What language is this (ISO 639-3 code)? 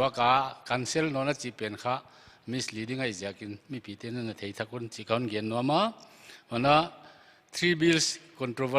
pck